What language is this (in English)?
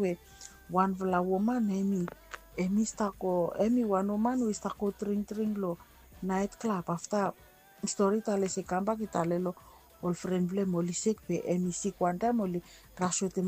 Bislama